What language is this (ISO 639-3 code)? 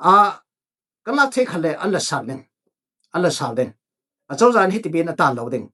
cfm